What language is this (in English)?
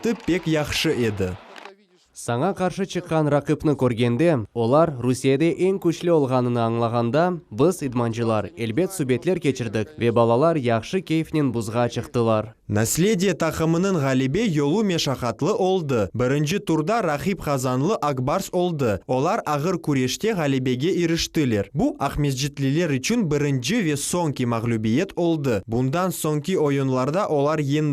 Crimean Tatar